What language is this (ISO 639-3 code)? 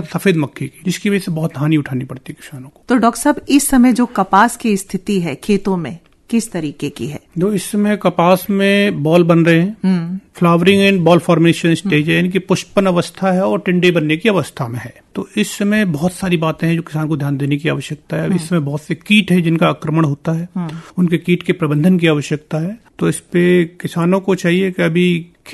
hin